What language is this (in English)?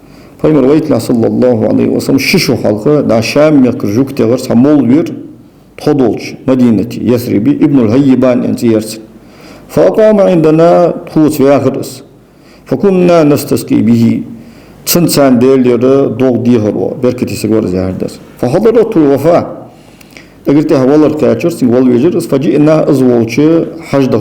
Ingush